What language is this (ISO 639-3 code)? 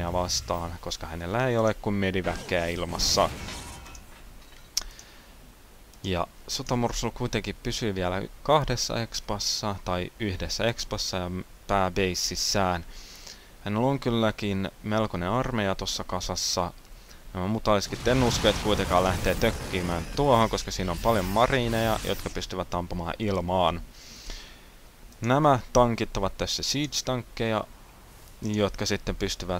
fin